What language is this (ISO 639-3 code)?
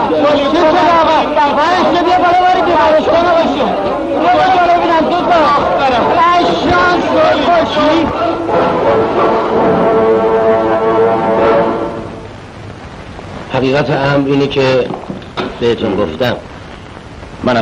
fas